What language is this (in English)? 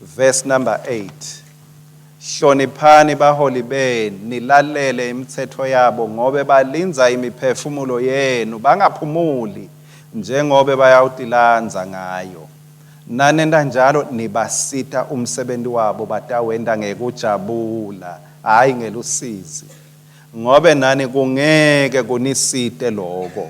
Swati